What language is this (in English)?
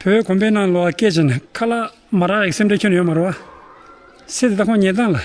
Tibetan